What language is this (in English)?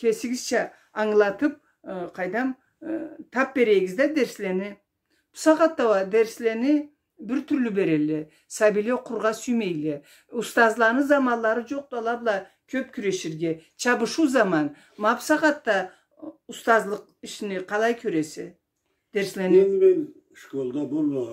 Karachay-Balkar